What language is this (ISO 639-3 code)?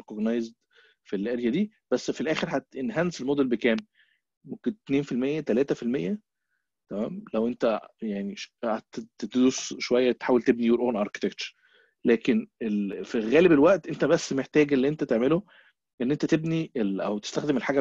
arz